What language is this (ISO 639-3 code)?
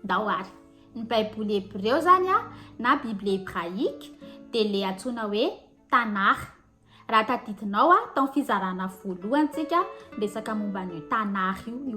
mlg